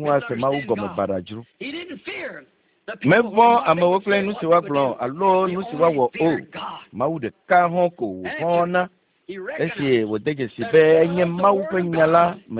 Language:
Ewe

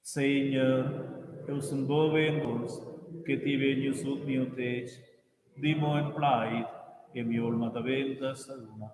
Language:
Romansh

